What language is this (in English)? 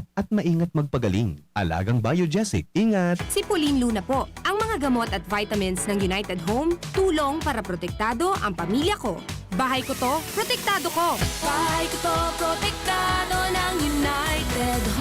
Bikol